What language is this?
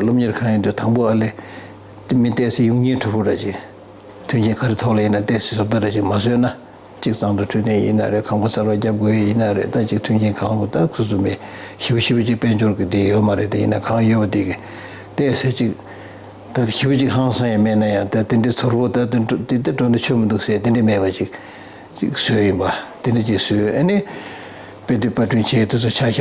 Tibetan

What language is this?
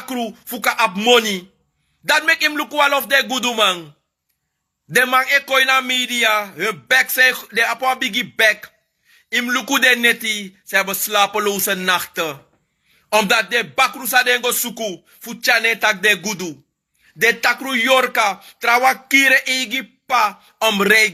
Sranan Tongo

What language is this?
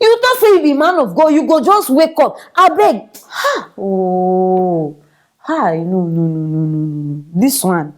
Nigerian Pidgin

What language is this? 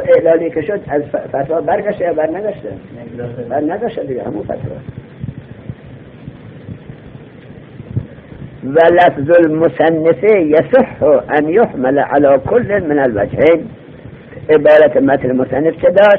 Persian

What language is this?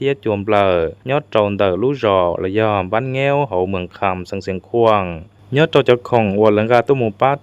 Hmong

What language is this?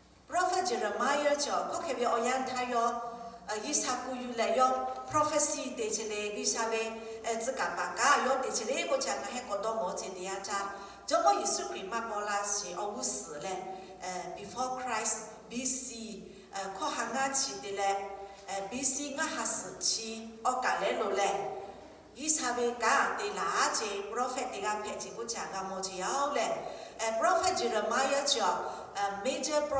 Lahu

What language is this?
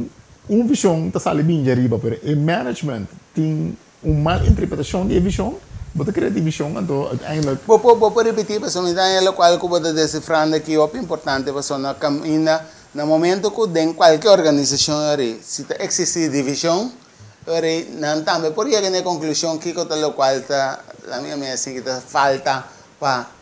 Papiamento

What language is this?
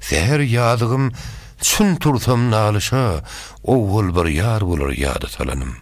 Turkmen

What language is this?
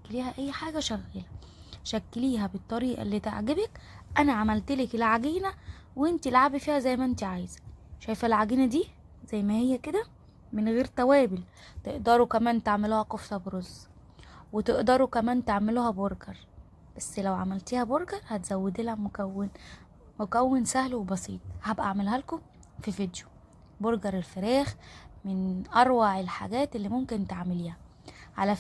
Egyptian Arabic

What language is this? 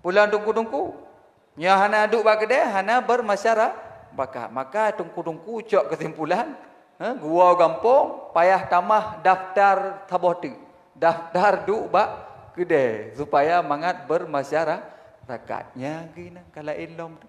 Achinese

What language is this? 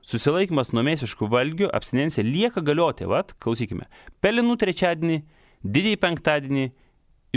Lithuanian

